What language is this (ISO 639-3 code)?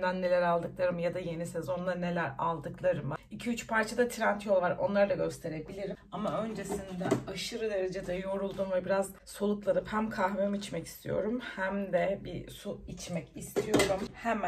tur